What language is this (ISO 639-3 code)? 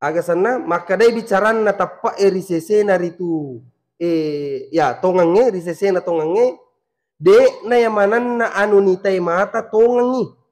bug